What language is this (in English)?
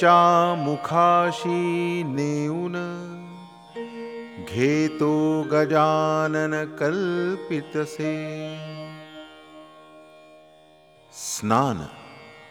Marathi